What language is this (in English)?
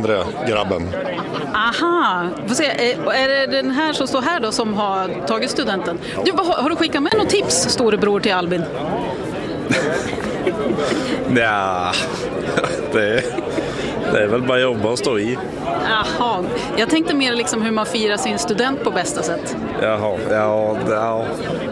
Swedish